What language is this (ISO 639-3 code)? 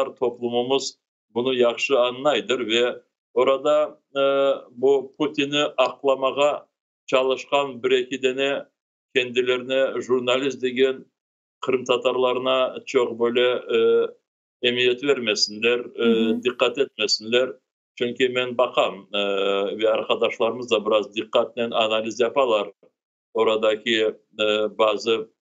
crh